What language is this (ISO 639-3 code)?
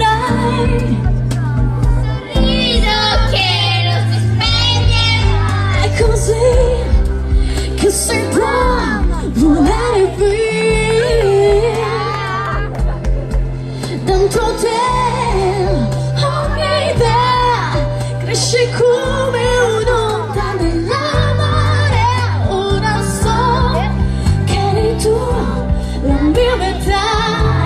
ita